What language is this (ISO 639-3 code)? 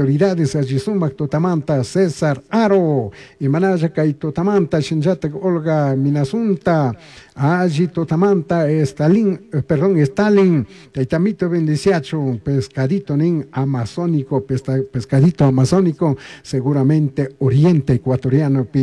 qug